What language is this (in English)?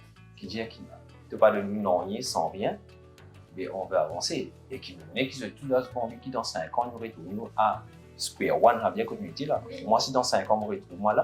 Morisyen